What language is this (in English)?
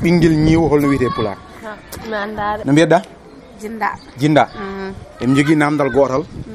Fula